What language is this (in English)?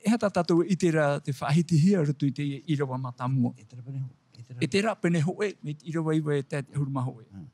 Tahitian